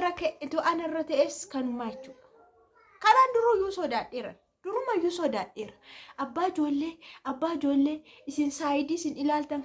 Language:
Oromo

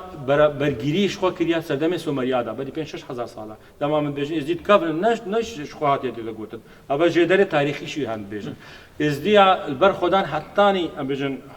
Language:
Kurdish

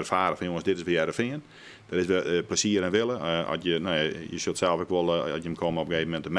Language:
Western Frisian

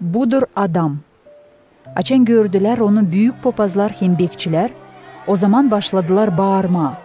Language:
Gagauz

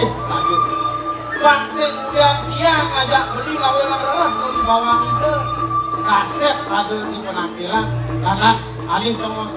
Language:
Balinese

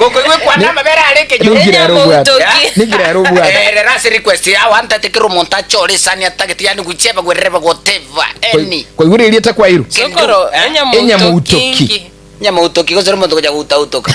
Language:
Gusii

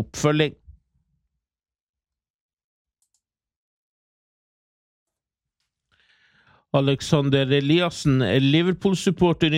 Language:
Norwegian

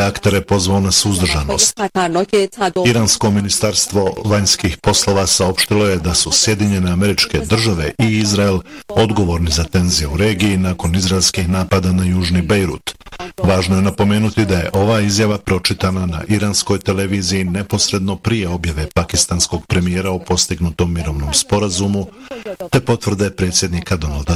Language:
Bosnian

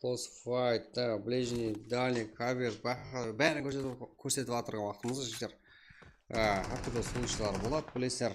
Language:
Kara-Kalpak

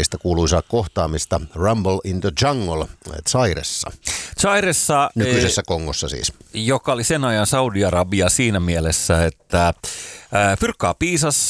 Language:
Finnish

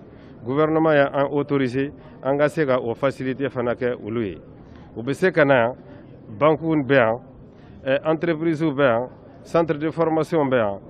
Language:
Bambara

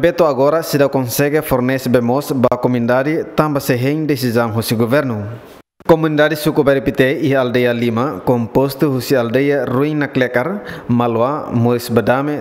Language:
Tetum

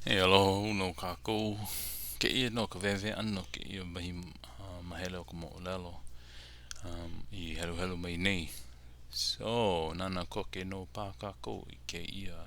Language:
Hawaiian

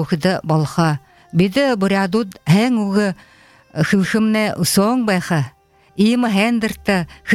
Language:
Buriat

